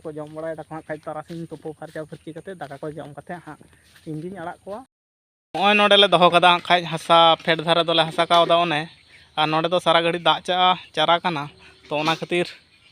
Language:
Santali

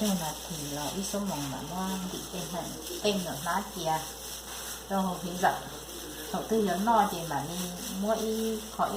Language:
Hmong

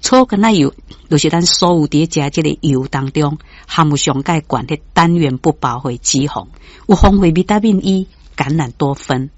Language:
Min Nan Chinese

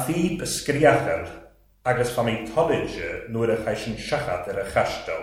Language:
Welsh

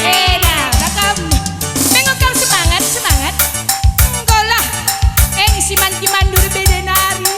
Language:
Batak Karo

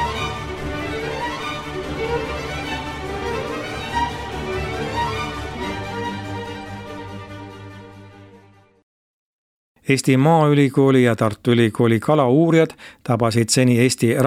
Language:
Estonian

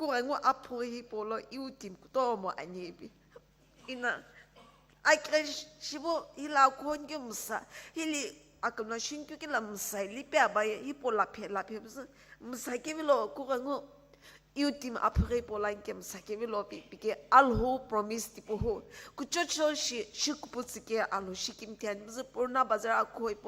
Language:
Sumi Naga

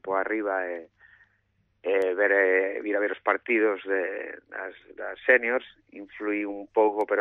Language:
Galician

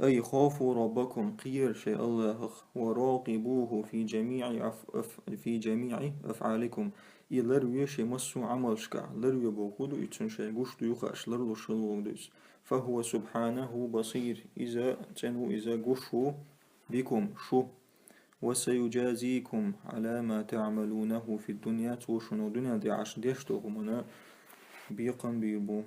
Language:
Chechen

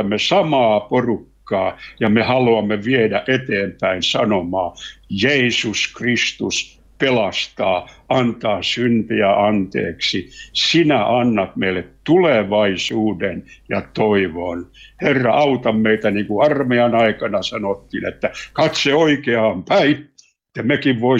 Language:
Finnish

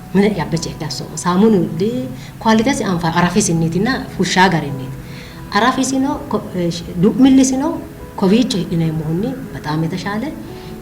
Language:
Sidamo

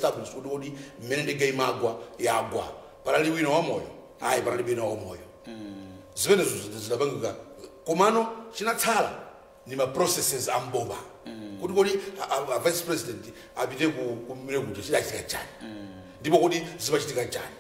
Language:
Nyanja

